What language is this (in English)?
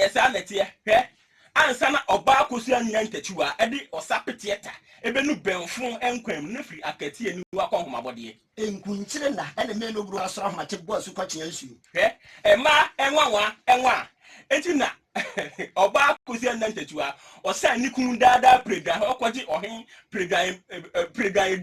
Akan